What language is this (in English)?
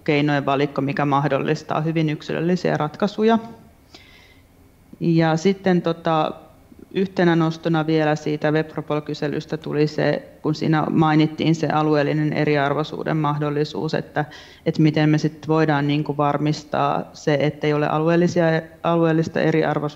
Finnish